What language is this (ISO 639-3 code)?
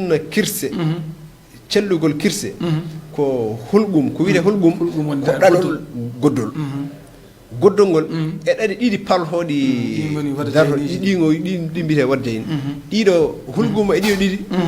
ful